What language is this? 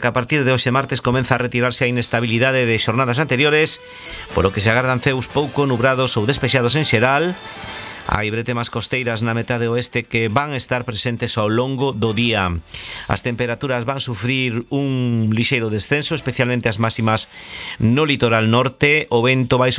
Galician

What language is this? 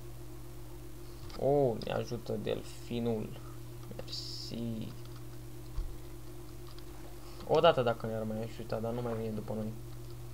Romanian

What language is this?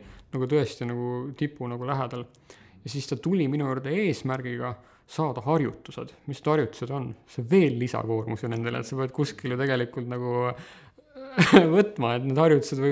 Estonian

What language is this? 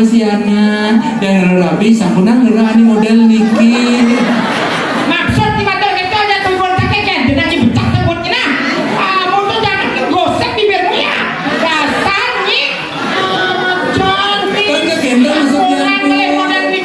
Balinese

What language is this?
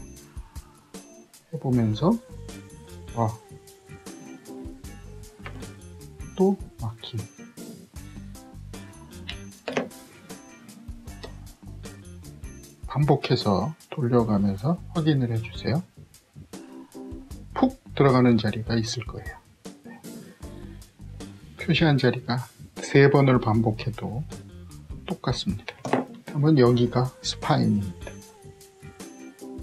Korean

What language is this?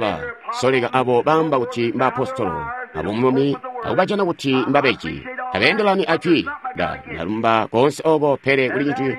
Tonga (Zambia)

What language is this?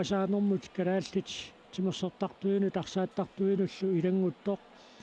Kalaallisut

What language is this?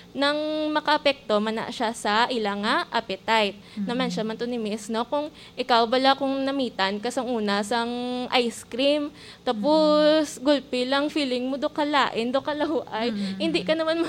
Hiligaynon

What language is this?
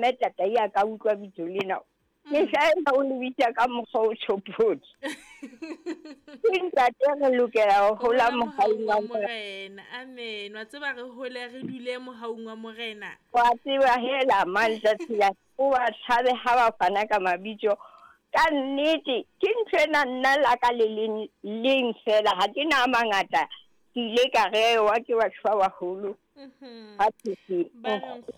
Southern Sotho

